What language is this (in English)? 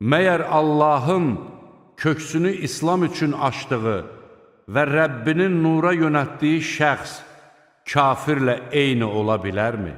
Azerbaijani